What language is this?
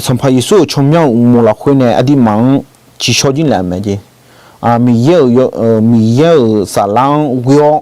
Akha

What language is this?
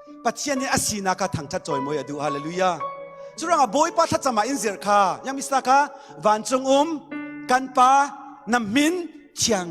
Falam Chin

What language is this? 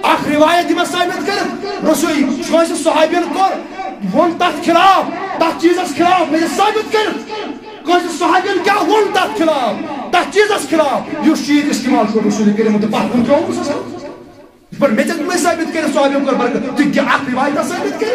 Kashmiri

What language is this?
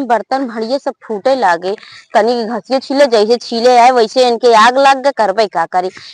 Awadhi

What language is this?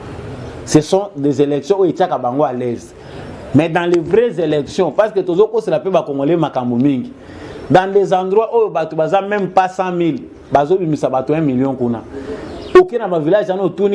Lingala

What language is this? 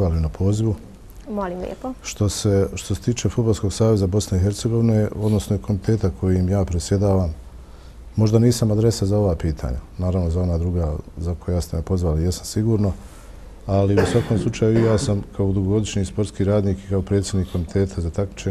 Bosnian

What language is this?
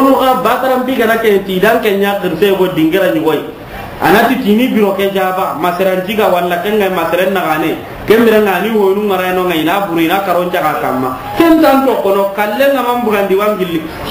Soninke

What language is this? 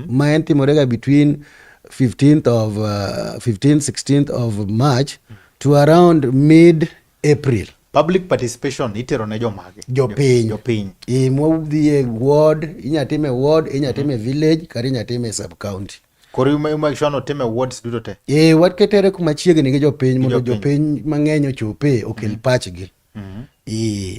Luo (Kenya and Tanzania)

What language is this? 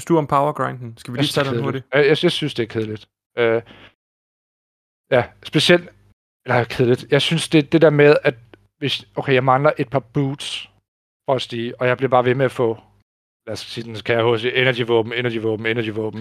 Danish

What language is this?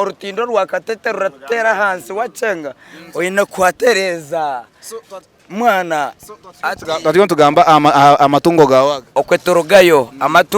Nyankole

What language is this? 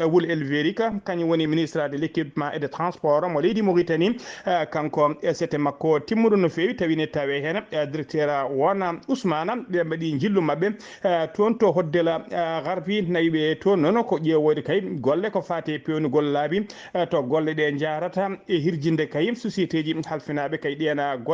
Fula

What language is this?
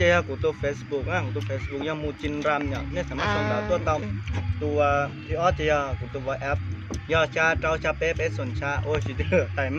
Hmong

